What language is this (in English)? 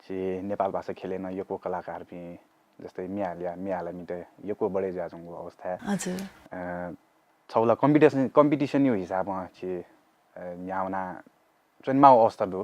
Newari